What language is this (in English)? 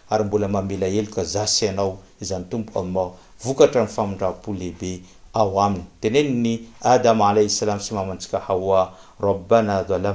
Malagasy